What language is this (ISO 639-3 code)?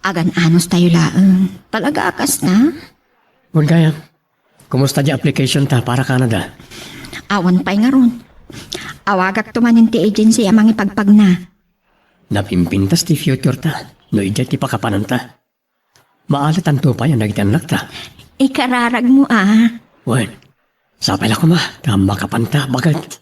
ilo